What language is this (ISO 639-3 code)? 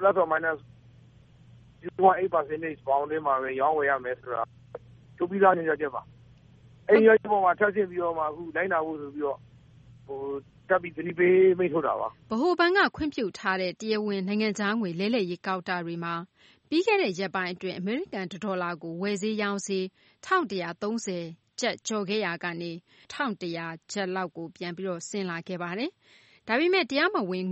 mya